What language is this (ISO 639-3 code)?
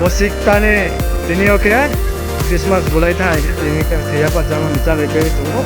ria